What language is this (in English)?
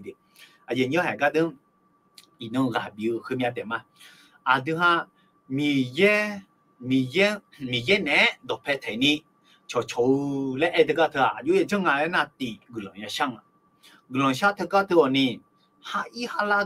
Akha